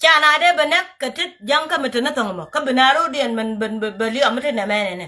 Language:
Nuer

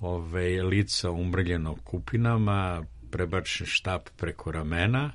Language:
Serbian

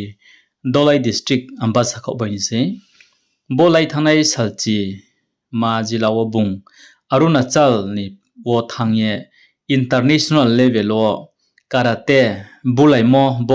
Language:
Riang (India)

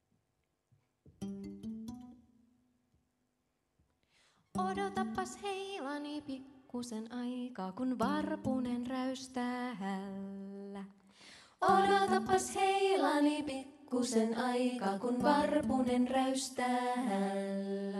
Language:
Finnish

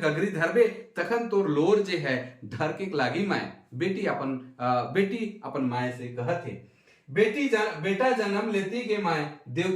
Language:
Sadri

